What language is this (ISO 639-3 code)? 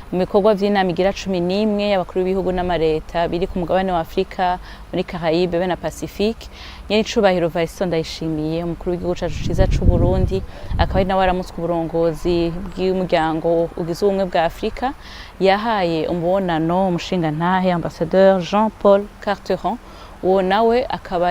run